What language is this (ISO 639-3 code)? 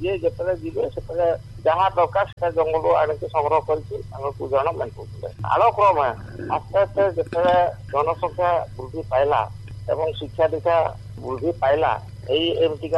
ori